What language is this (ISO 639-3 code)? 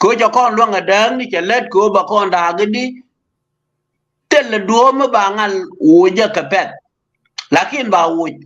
nus